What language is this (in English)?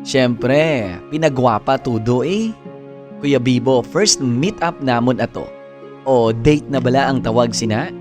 Hiligaynon